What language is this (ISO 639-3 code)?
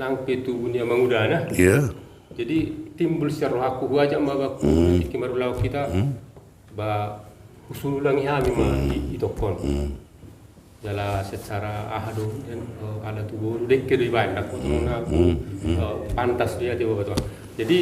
bbc